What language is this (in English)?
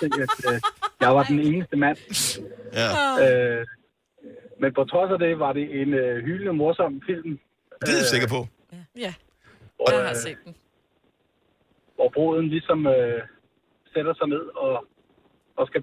Danish